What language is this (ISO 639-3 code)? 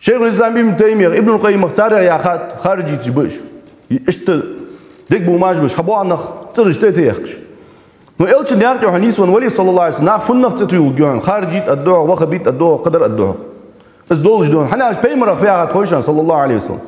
inh